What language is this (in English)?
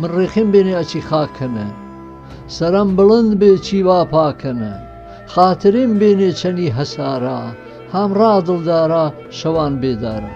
Gurani